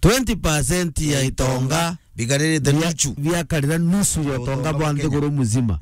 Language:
Meru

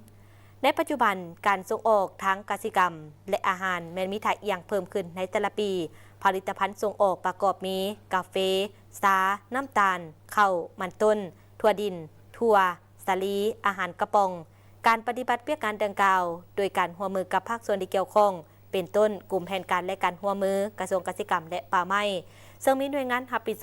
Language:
Lao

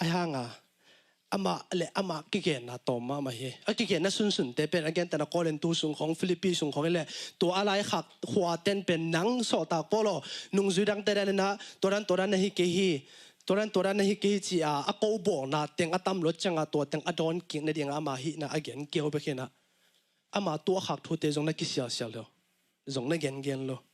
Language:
Tedim Chin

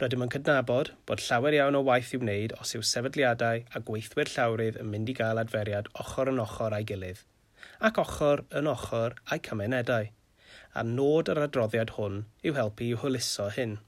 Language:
Welsh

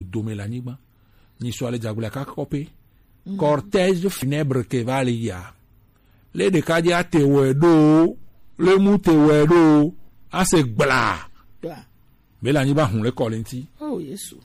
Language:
Gen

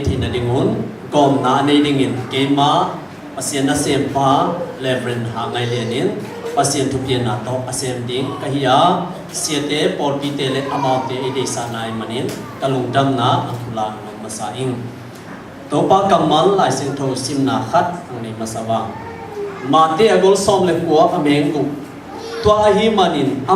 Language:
Tedim Chin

